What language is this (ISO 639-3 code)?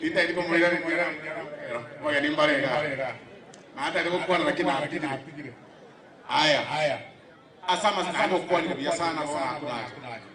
guz